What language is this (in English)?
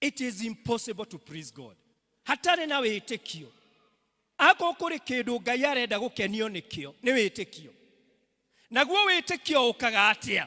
Kikuyu